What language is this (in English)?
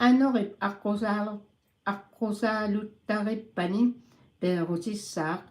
Kalaallisut